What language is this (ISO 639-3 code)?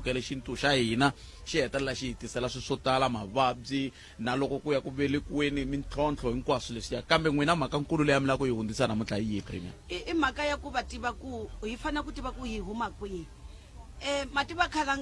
tso